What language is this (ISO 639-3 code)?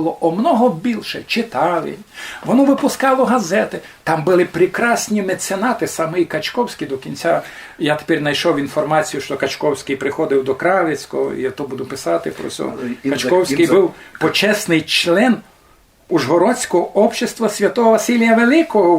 rue